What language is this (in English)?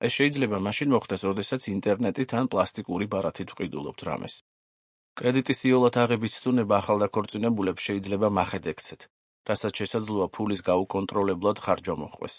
Georgian